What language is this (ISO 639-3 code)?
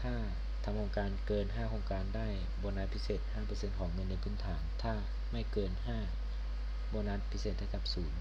lao